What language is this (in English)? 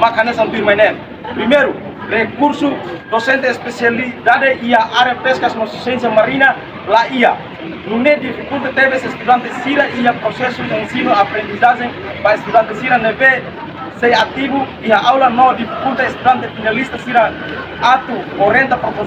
Tetum